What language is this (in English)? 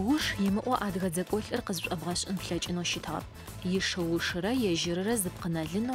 Adyghe